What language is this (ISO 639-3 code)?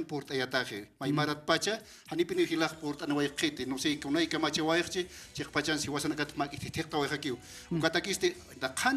aym